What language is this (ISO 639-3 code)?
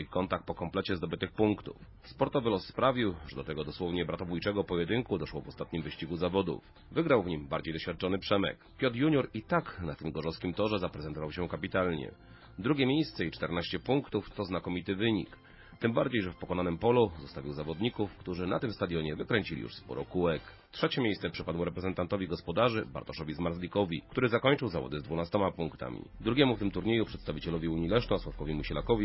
pol